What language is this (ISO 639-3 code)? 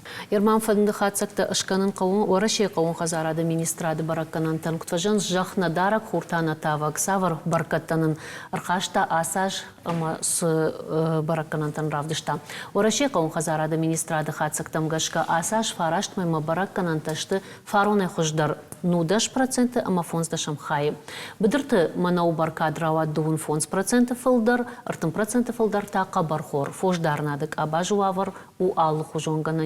oss